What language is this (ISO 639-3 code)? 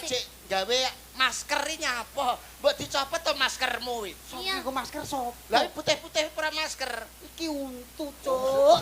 jav